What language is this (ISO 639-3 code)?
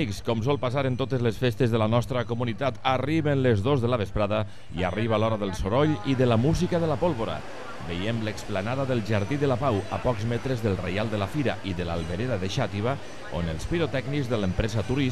cat